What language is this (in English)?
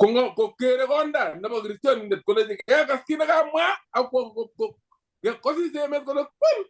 Kalenjin